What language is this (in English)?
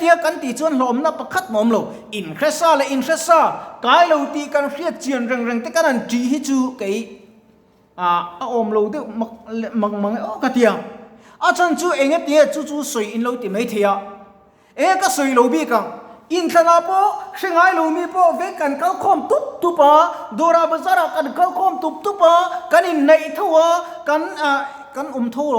Mizo